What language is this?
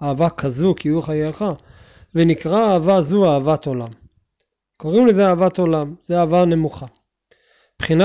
Hebrew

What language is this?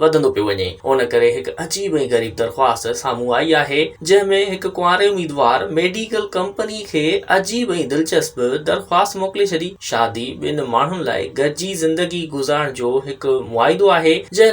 Sindhi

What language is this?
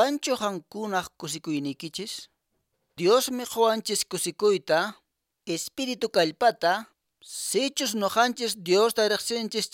Quechua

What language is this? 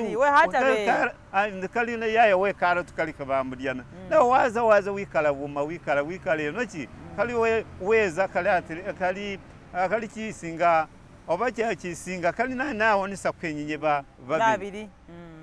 Masaaba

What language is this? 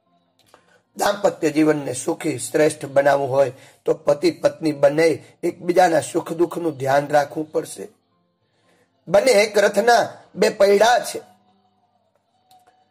Gujarati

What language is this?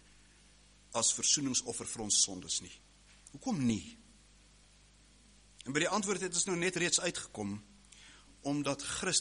Afrikaans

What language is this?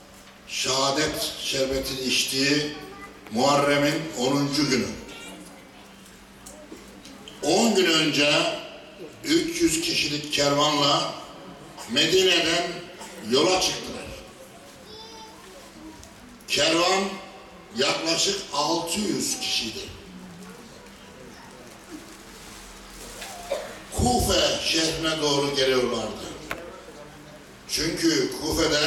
Turkish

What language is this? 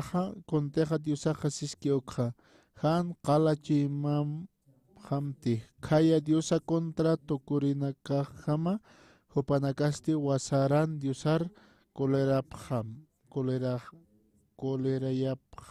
Aymara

